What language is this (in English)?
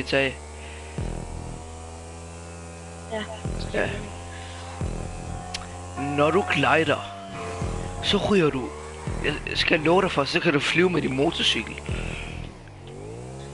Danish